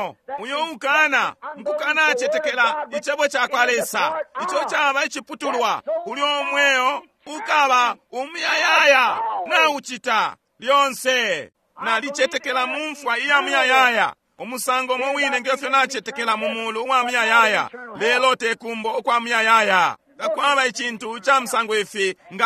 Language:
Bemba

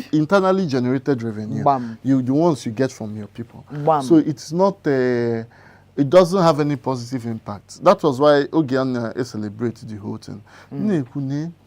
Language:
Igbo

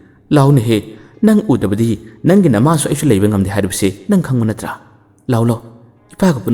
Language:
Manipuri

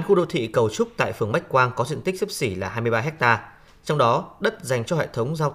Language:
Vietnamese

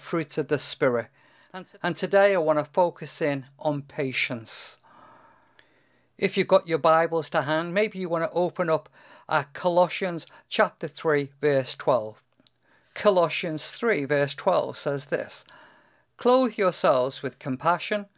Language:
English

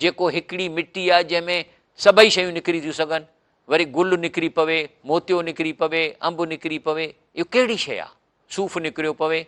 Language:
Sindhi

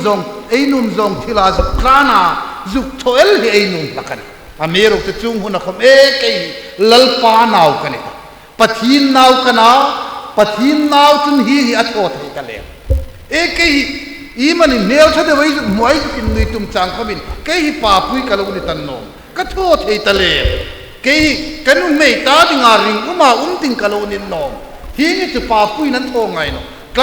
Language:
Hmar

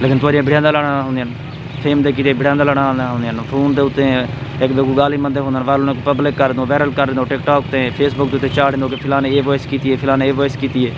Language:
Saraiki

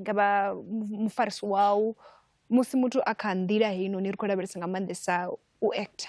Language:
Venda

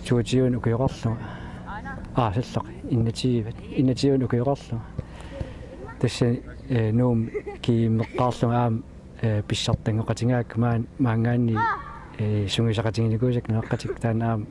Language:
Kalaallisut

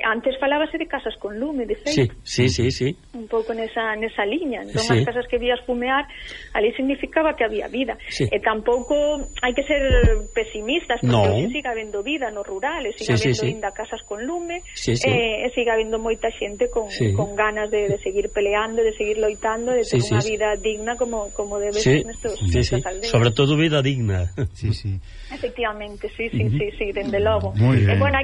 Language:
Galician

